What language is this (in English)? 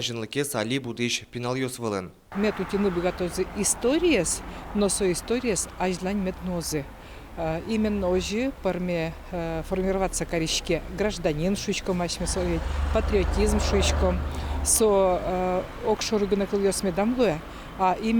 Udmurt